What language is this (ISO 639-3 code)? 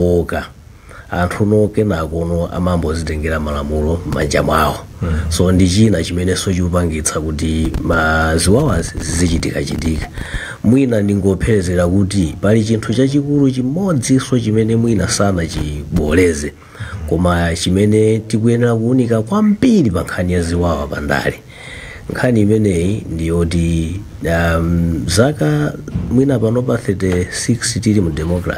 nya